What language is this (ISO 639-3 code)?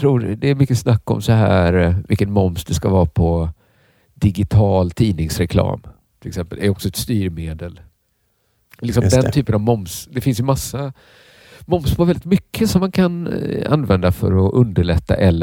swe